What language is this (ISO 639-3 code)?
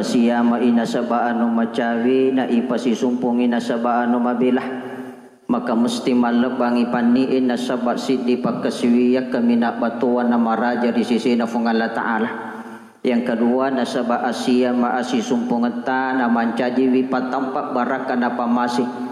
bug